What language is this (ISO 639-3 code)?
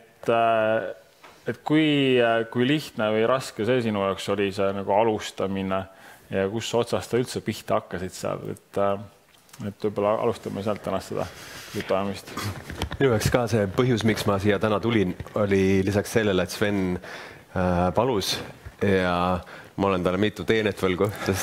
est